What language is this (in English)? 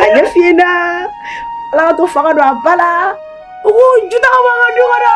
Bambara